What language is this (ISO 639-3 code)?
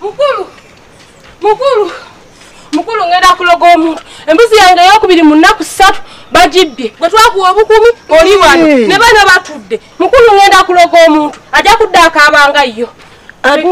lug